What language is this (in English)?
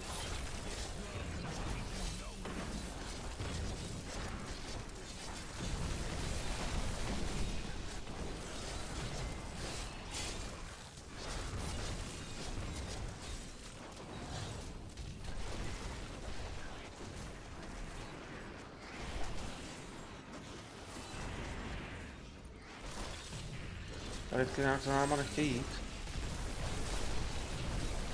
Czech